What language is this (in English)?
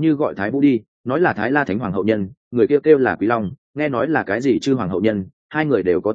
Vietnamese